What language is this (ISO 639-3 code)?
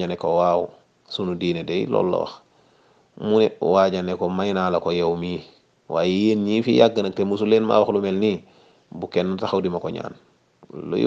wol